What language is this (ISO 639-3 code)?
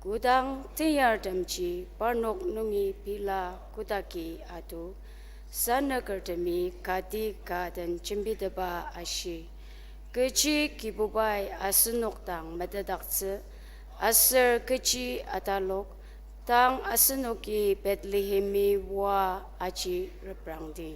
njo